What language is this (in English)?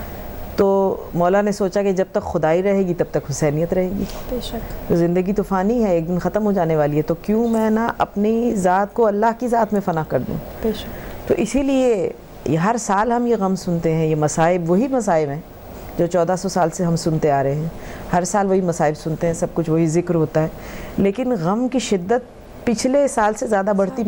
Urdu